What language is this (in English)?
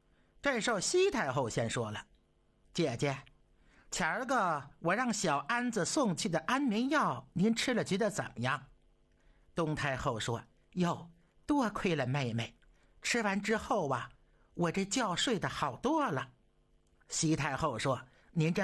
Chinese